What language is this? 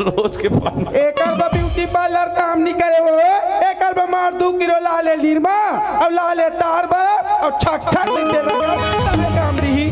Chhattisgarhi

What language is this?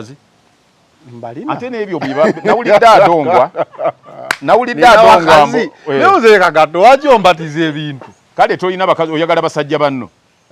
Ganda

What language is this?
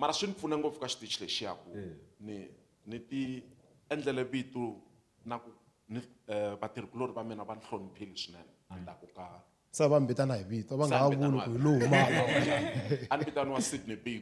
Tsonga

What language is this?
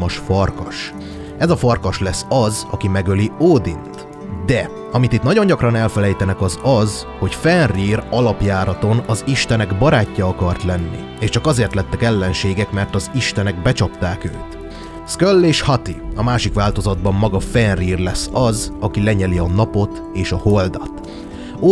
Hungarian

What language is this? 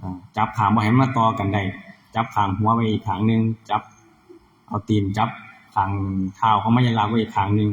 Northeastern Thai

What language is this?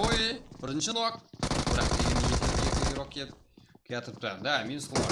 Kara-Kalpak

